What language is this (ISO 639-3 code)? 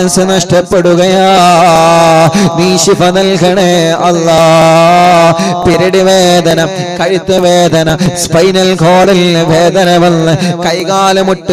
mal